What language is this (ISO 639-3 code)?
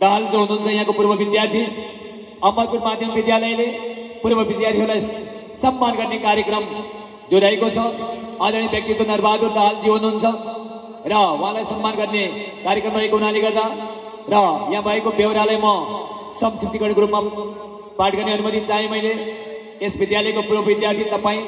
nep